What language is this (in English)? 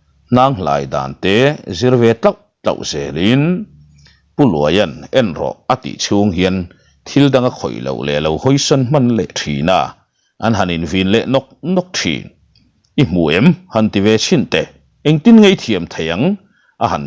Mizo